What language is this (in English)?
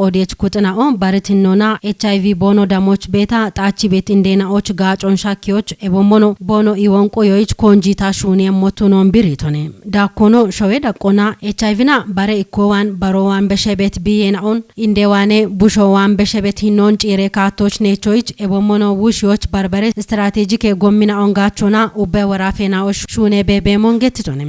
Kafa